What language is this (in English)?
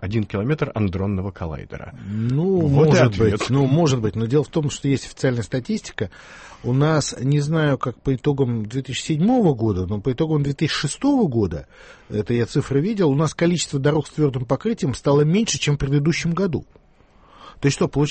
Russian